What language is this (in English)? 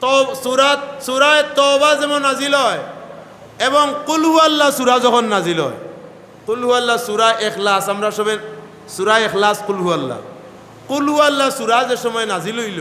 Sylheti